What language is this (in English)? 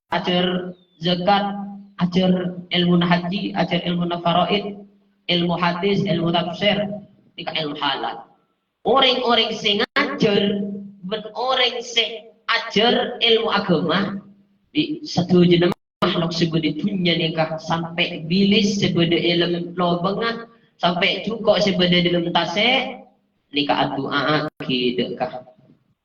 Madurese